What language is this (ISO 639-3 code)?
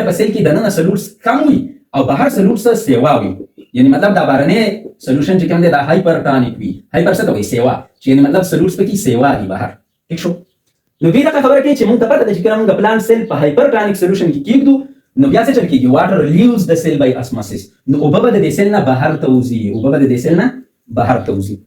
pus